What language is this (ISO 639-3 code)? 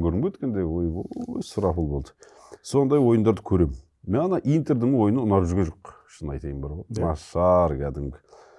kaz